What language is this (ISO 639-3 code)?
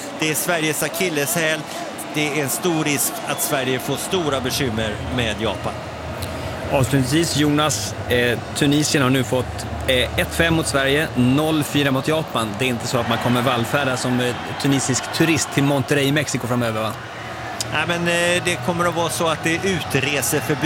swe